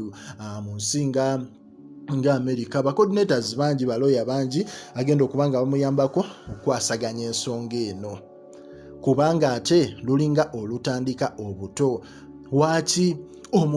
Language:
Ganda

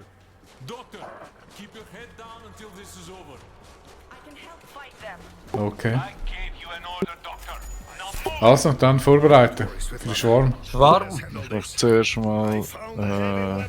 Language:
Swiss German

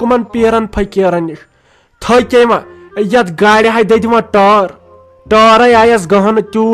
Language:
Kashmiri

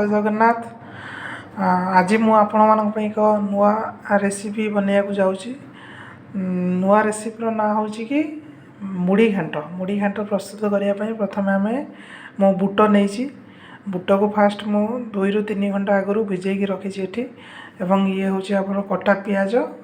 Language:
Odia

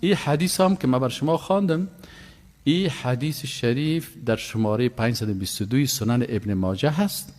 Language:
Persian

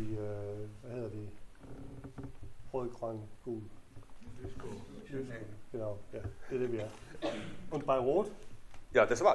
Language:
Danish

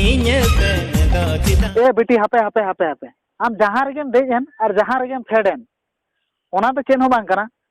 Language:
Santali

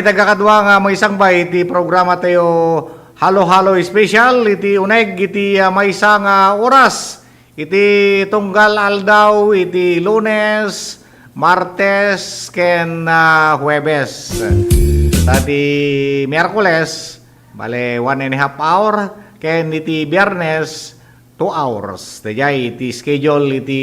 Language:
Iloko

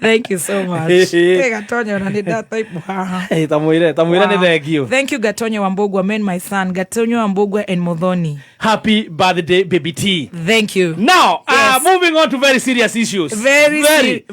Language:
Kikuyu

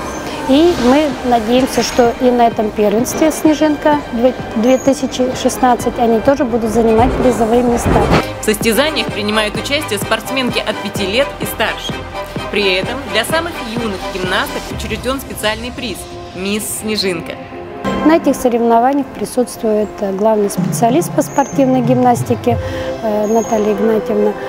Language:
Russian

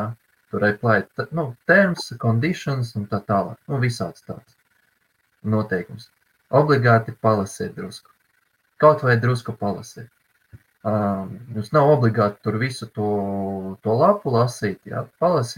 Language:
Latvian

